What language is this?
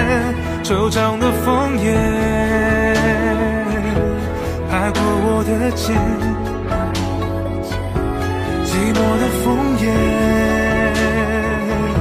Chinese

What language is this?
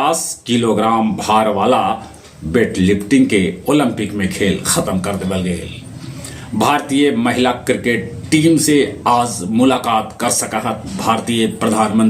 Magahi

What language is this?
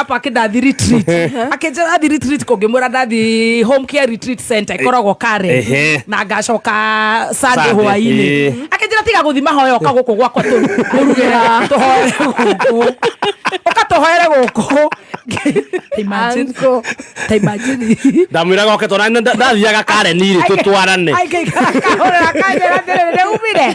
Kikuyu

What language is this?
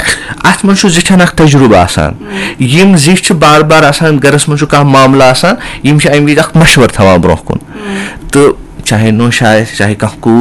Kashmiri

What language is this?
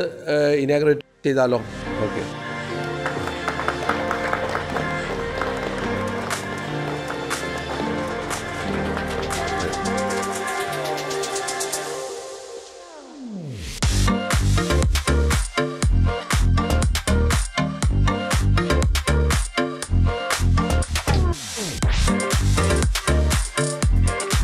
Malayalam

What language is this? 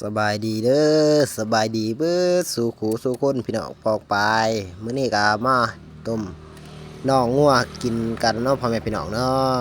Northeastern Thai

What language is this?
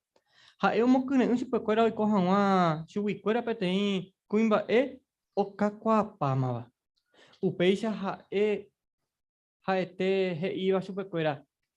Guarani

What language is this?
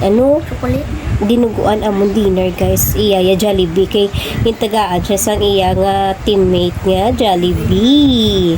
Hiligaynon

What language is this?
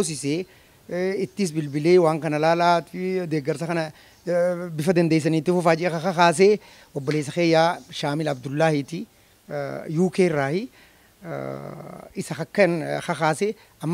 Oromo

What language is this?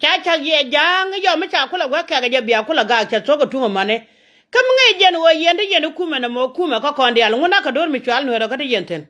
Nuer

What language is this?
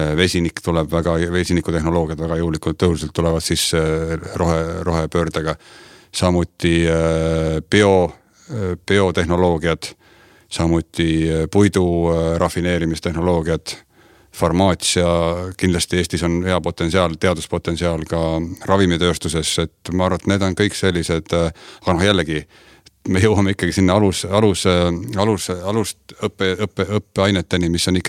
Estonian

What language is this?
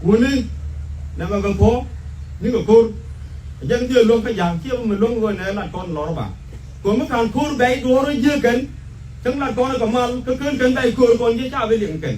Nuer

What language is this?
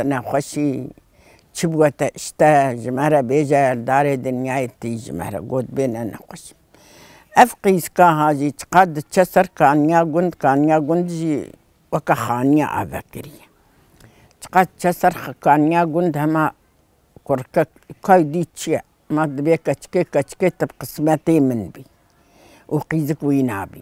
Kurdish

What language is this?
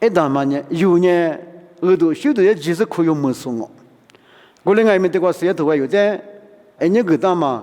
Lisu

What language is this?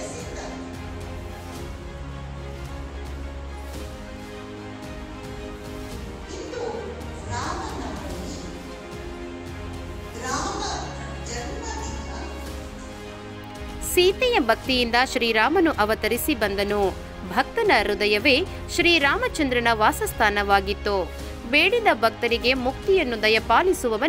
Kannada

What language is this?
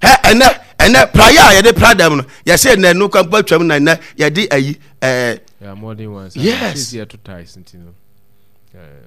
Akan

